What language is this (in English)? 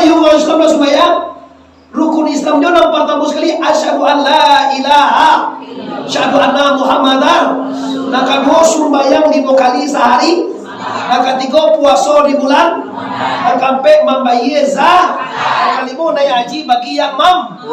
Minangkabau